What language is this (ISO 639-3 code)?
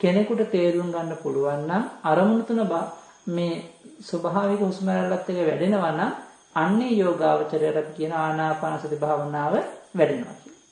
sin